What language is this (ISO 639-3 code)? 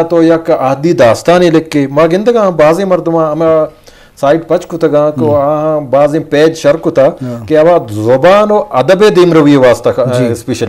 bgp